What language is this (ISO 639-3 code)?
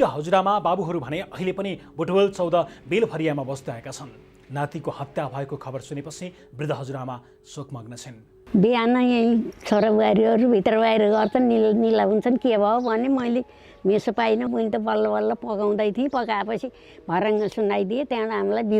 nep